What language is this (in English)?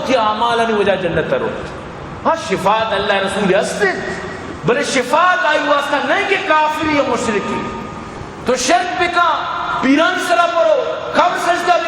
Eastern Balochi